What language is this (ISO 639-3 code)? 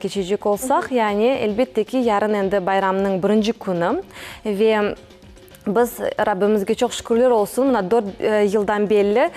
crh